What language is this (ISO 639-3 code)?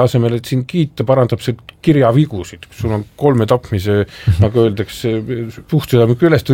est